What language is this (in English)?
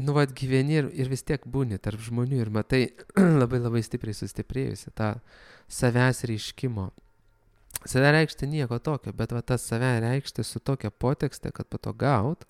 Lithuanian